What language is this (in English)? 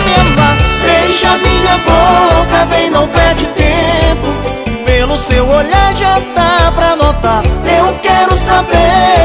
Portuguese